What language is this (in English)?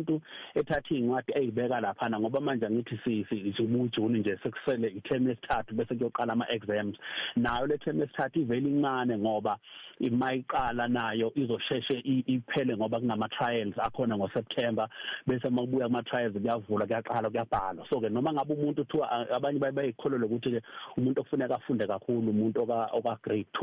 Zulu